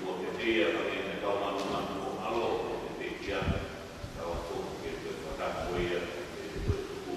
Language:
Tongan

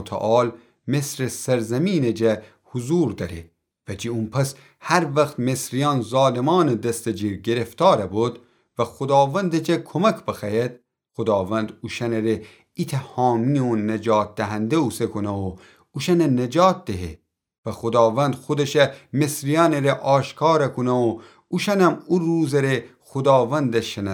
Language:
Gilaki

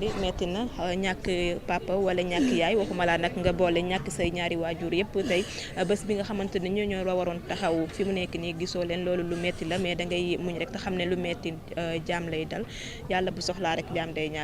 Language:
Wolof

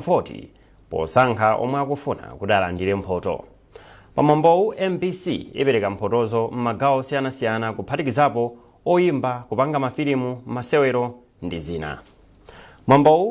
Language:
Nyanja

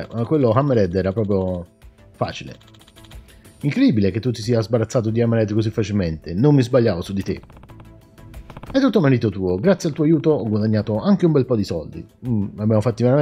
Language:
Italian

